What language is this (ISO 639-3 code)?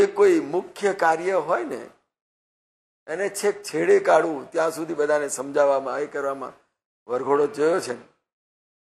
guj